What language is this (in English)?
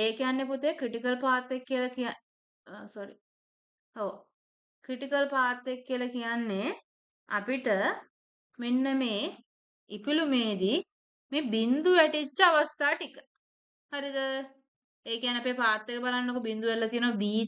Sinhala